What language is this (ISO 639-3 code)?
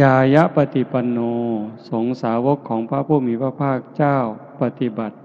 tts